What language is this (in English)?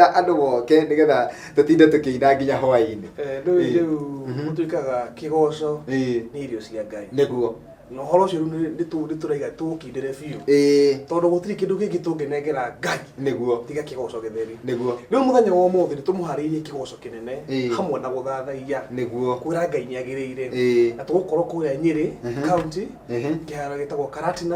Kikuyu